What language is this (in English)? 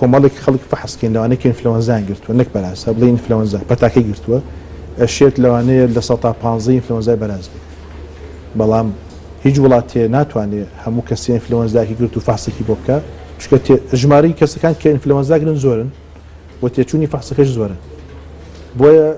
Central Kurdish